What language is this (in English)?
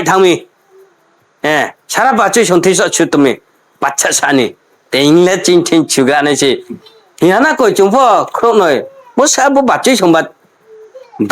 Riang (India)